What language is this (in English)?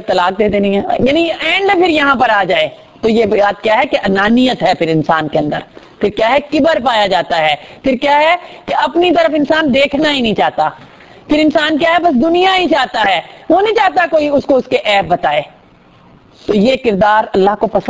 Urdu